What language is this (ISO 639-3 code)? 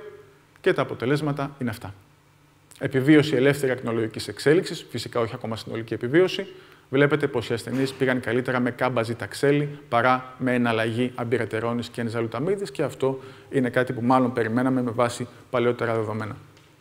ell